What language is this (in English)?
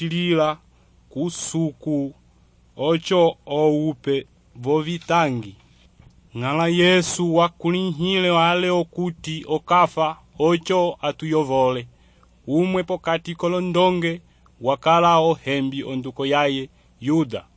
Umbundu